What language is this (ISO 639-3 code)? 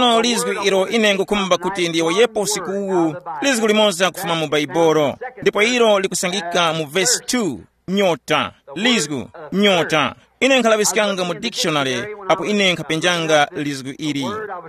tum